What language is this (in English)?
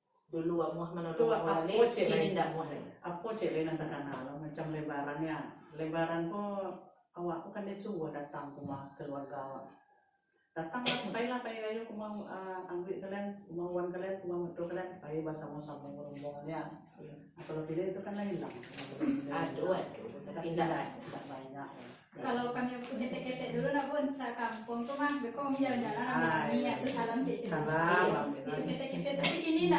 Minangkabau